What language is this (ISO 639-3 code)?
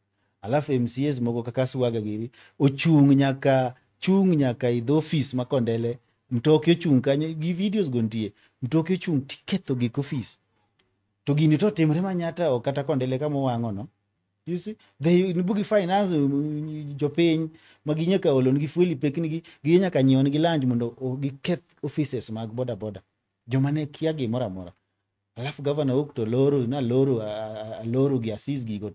luo